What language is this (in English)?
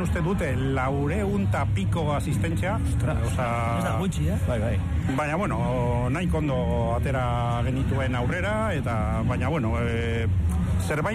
Basque